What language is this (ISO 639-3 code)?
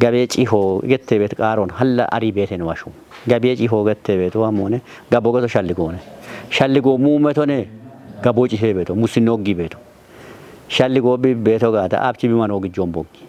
kbr